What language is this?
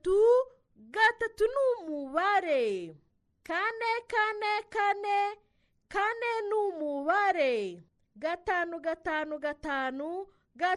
Kinyarwanda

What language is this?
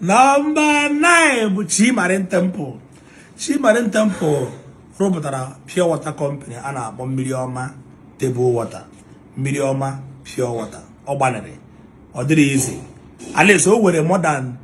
Igbo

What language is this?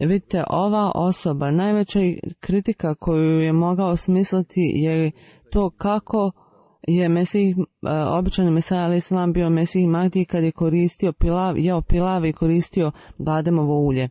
Bosnian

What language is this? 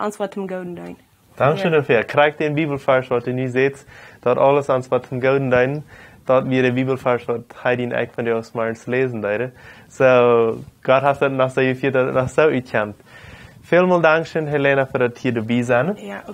Plautdietsch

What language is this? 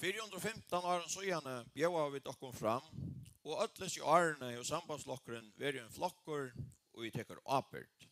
Faroese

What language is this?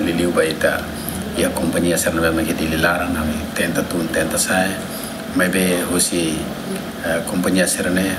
Tetum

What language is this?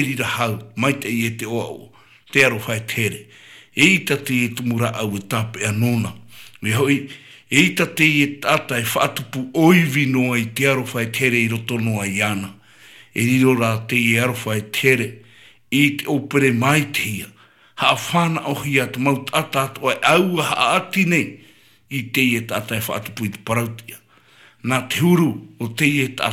Tahitian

